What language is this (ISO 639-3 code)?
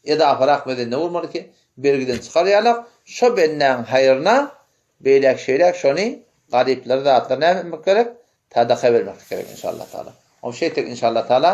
tuk